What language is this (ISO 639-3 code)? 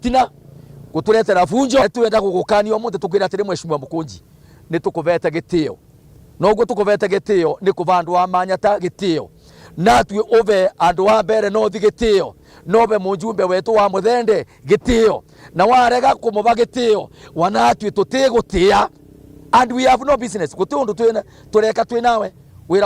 mer